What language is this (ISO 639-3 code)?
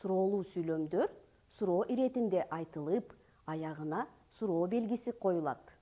kir